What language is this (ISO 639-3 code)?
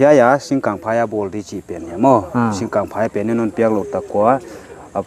pck